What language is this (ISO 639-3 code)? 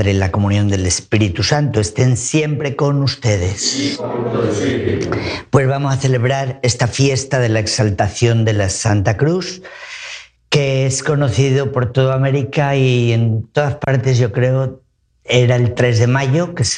spa